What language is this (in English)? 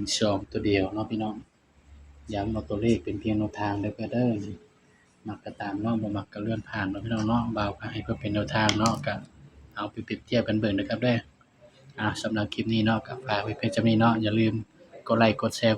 Northeastern Thai